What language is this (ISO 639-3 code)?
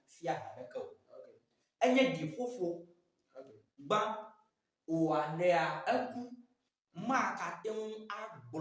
ewe